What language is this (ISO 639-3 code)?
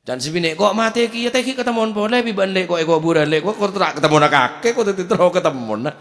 mad